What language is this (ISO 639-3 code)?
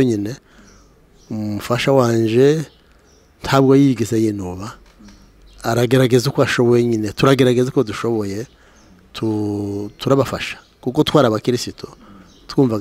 kin